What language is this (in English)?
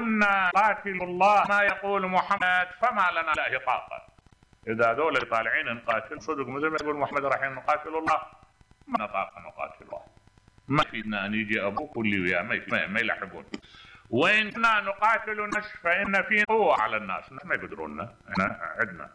Mesopotamian Arabic